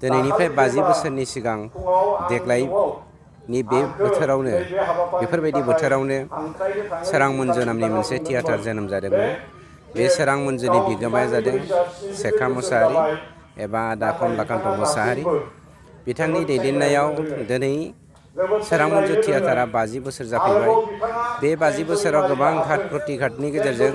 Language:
Bodo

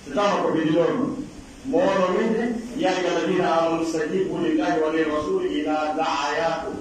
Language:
Pular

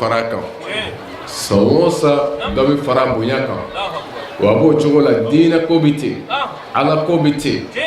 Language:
Bambara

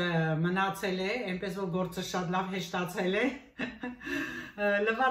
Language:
Armenian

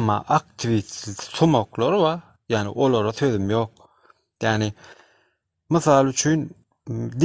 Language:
Turkmen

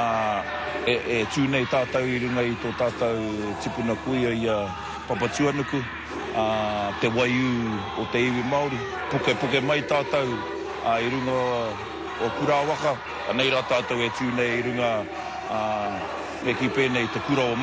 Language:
Māori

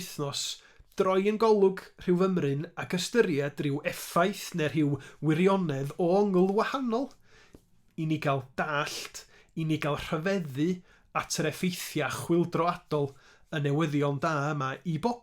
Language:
Welsh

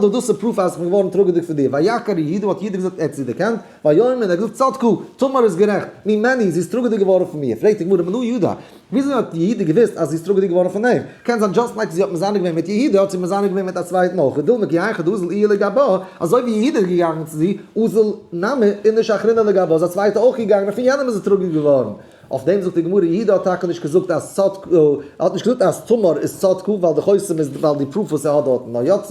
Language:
Yiddish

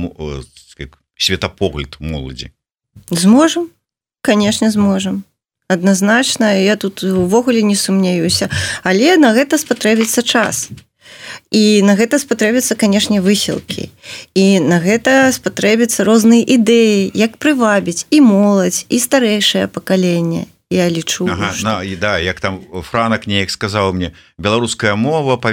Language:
Belarusian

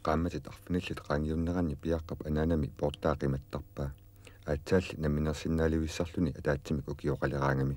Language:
Kalaallisut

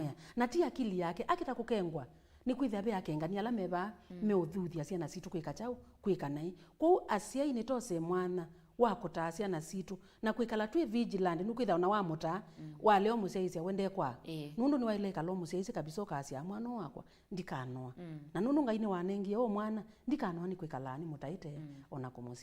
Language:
Kamba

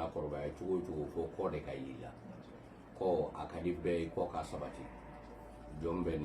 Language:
Bambara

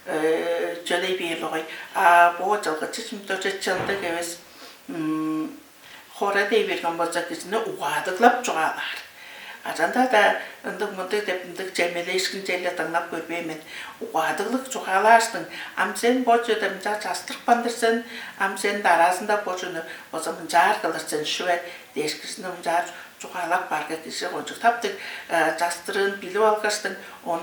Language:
Tuvinian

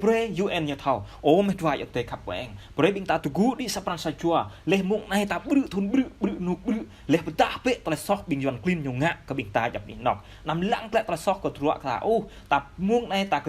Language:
Jarai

